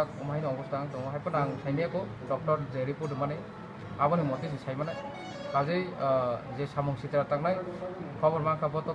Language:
Kok Borok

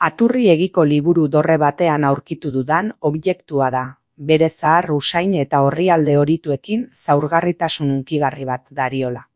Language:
Basque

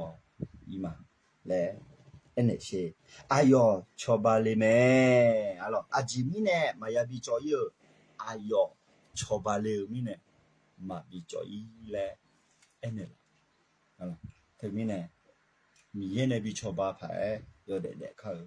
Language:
Akha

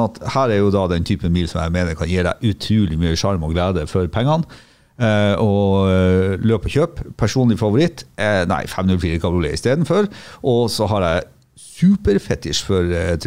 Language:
Norwegian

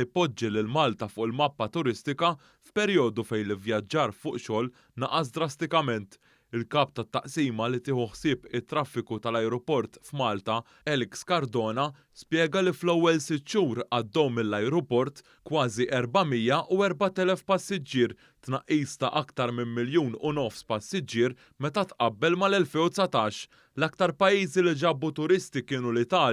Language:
Maltese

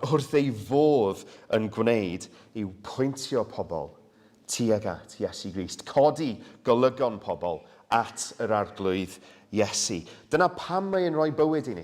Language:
Welsh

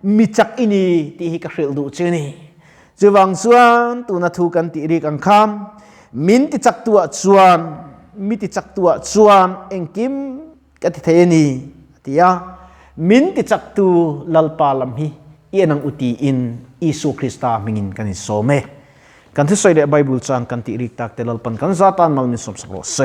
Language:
Mizo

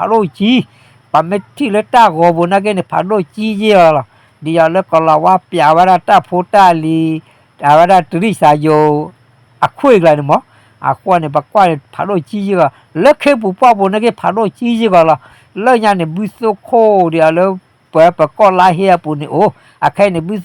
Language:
S'gaw Karen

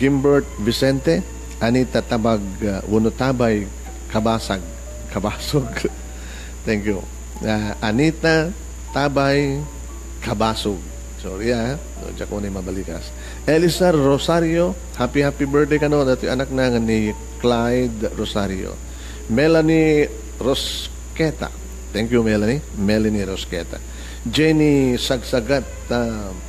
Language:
Iloko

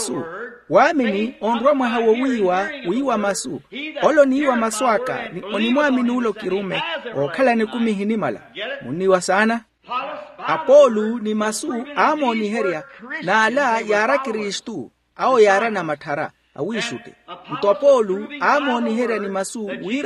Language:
Makhuwa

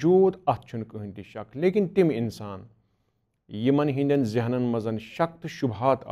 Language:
Kashmiri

